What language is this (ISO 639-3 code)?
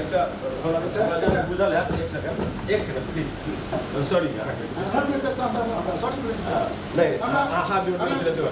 mai